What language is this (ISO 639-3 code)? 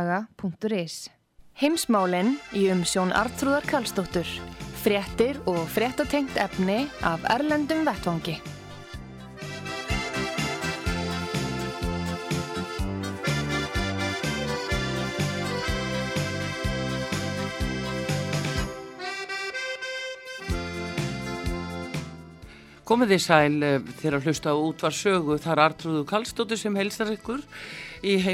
isl